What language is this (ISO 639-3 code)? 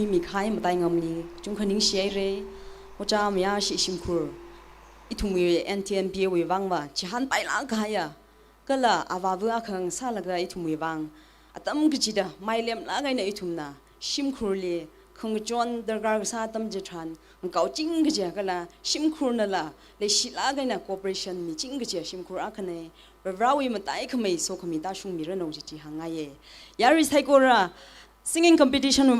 nmf